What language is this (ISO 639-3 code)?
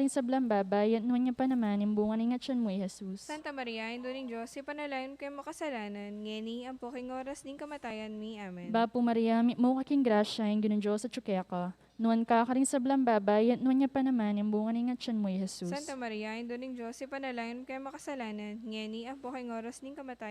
pam